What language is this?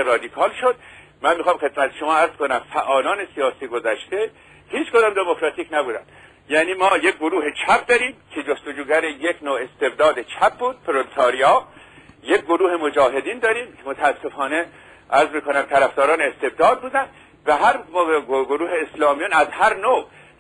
Persian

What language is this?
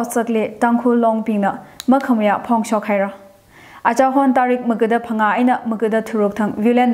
Tangkhul Naga (India)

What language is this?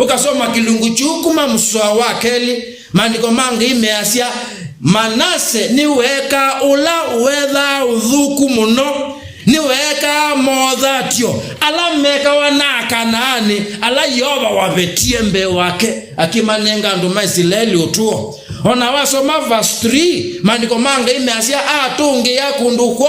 Kamba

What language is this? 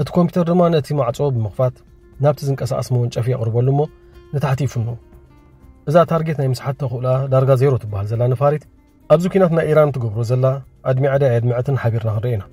Tigrinya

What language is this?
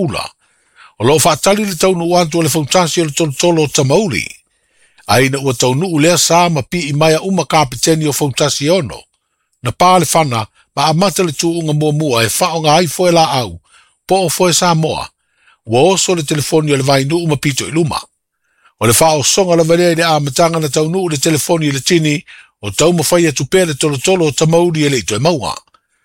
Samoan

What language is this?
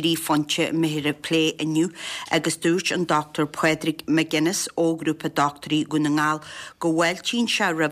Irish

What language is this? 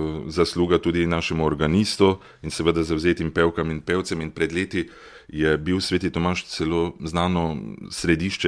Slovenian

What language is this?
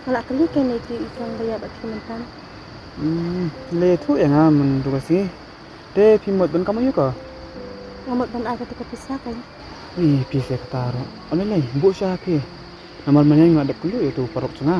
Khasi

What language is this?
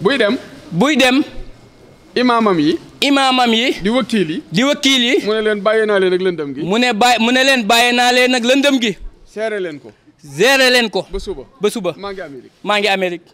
Wolof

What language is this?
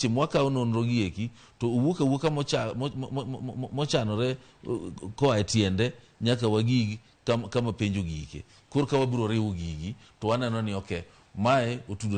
Luo (Kenya and Tanzania)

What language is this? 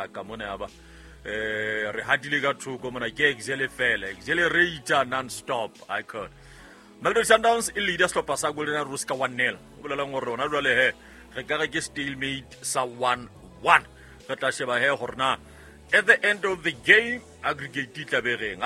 Southern Sotho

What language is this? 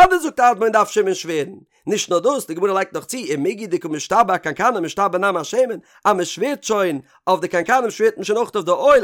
Yiddish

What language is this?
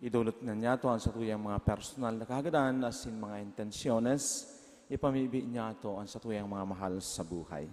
Bikol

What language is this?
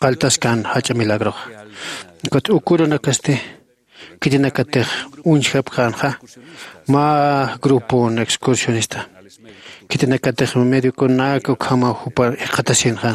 Aymara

